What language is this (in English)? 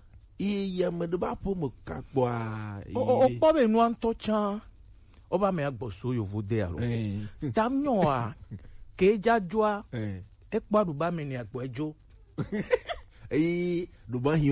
Gen